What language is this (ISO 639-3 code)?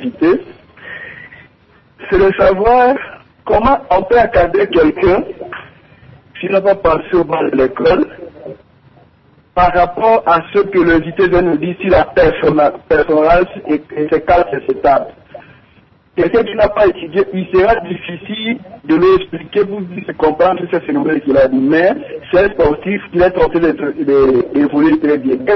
fra